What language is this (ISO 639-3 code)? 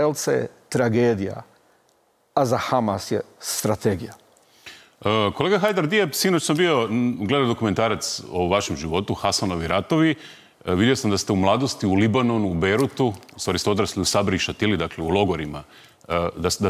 hrv